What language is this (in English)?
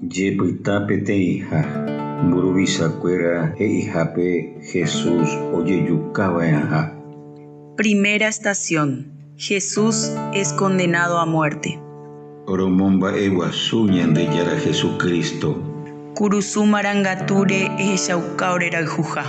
Guarani